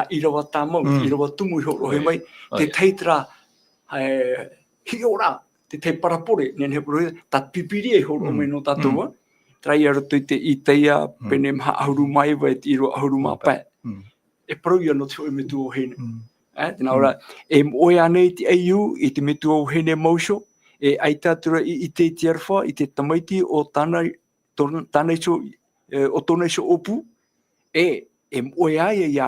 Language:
Tahitian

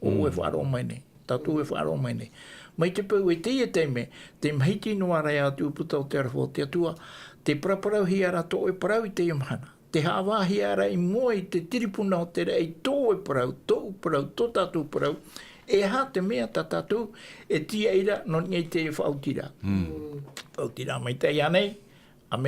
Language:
Tahitian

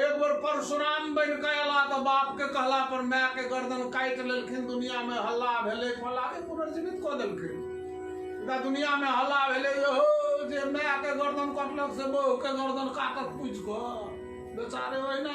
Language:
Maithili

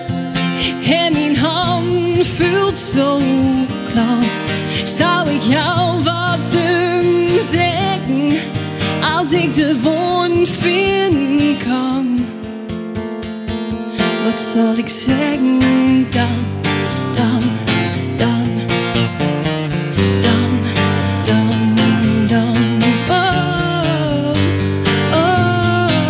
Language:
Dutch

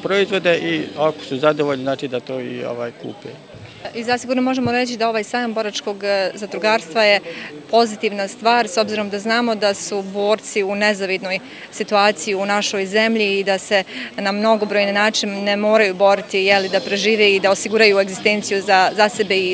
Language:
Bosnian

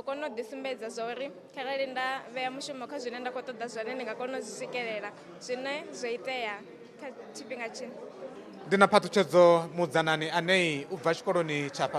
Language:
Venda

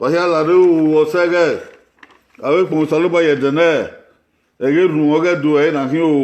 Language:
Bini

